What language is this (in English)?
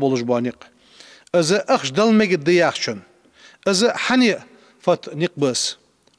Ingush